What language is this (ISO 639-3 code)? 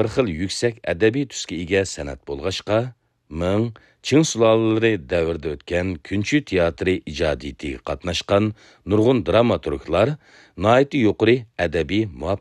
uig